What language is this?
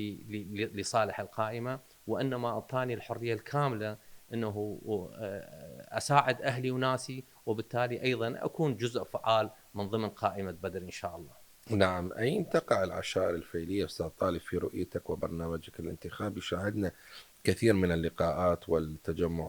Mesopotamian Arabic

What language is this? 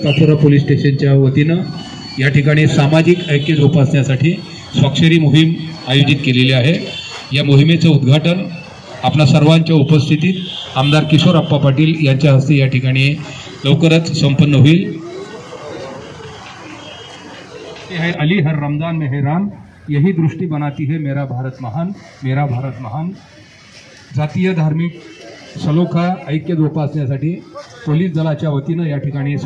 Marathi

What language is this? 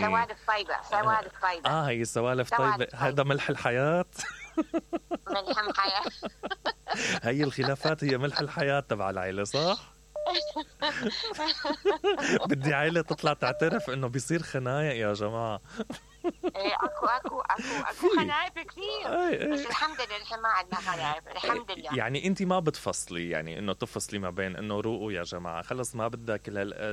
Mesopotamian Arabic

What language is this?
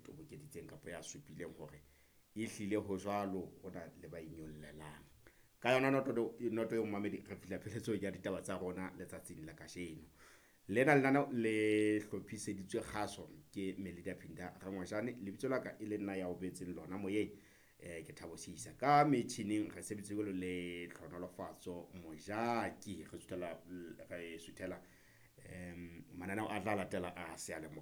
Southern Sotho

